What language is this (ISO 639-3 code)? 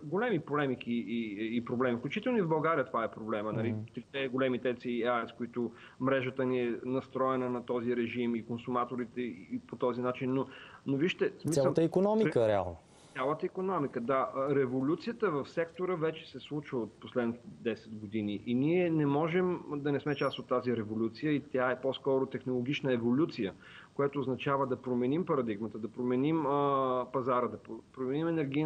bul